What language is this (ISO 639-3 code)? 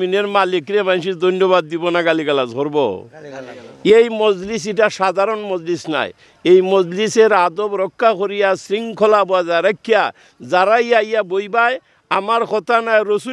syl